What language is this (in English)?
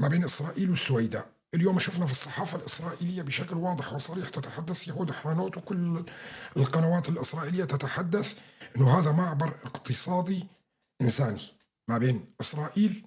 North Levantine Arabic